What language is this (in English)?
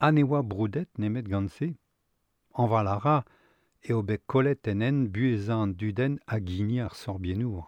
Breton